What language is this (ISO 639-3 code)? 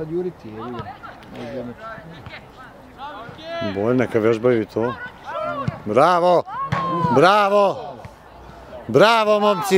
srp